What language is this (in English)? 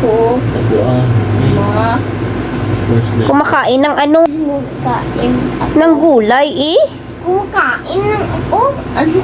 Hiligaynon